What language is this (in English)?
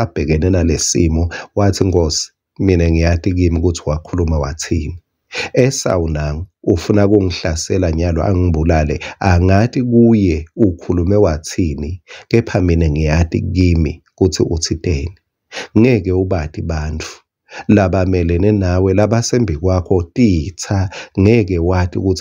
Swati